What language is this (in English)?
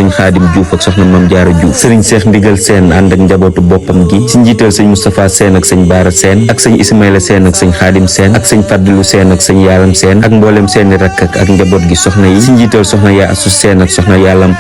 Wolof